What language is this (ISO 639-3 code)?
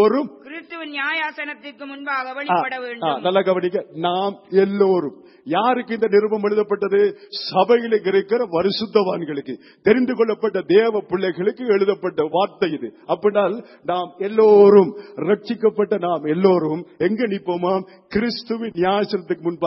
tam